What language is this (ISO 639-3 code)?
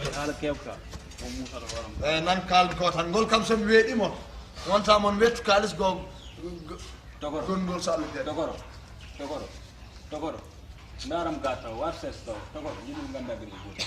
ful